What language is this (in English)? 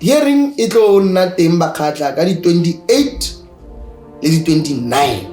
Tswana